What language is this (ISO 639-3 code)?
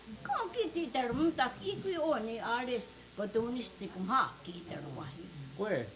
moh